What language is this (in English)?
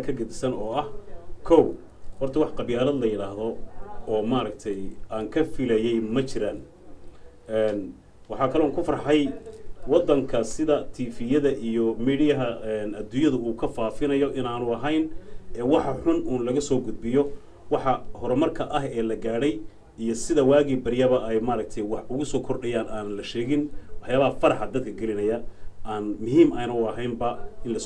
Somali